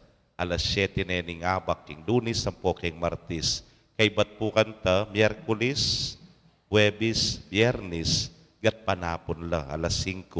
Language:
Pampanga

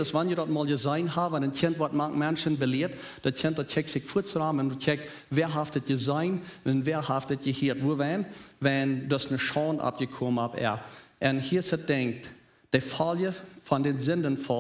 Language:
Plautdietsch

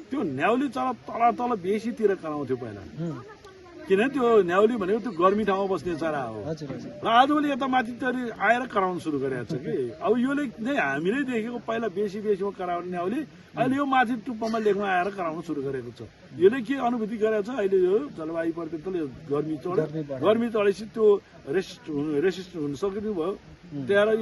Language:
Nepali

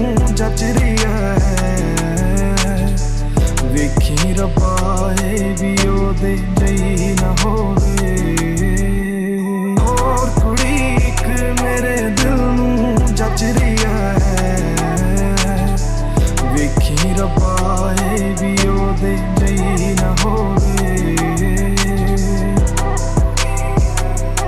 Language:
Punjabi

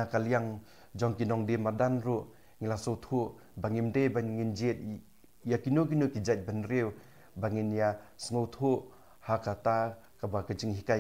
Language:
Khasi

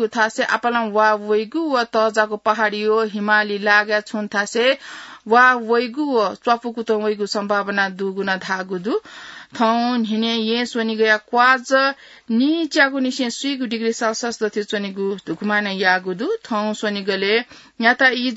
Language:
Newari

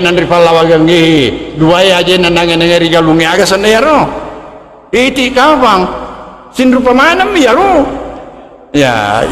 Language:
Buginese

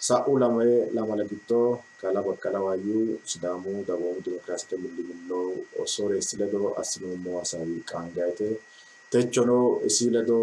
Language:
Sidamo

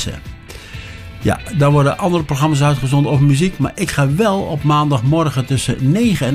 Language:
Dutch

